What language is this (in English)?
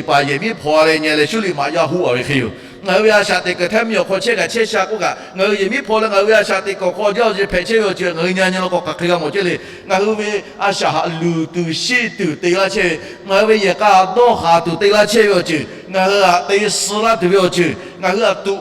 Lahu